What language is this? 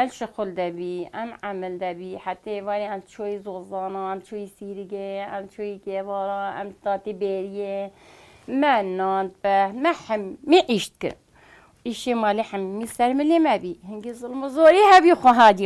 Kurdish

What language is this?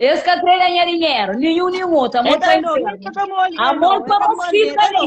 Kabuverdianu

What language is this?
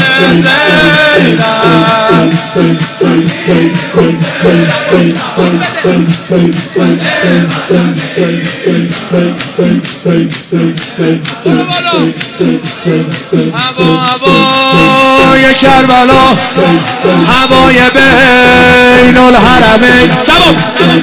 Persian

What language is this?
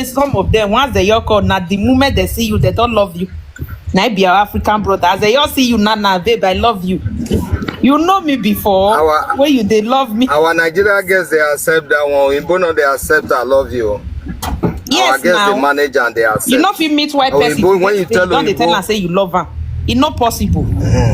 Nigerian Pidgin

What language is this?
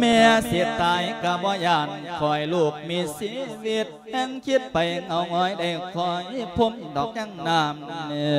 Lao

